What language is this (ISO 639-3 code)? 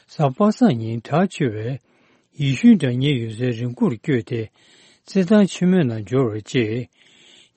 bod